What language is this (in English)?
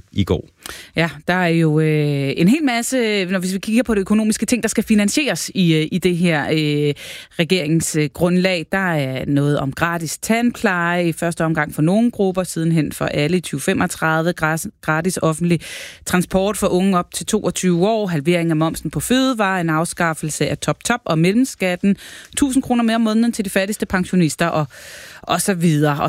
Danish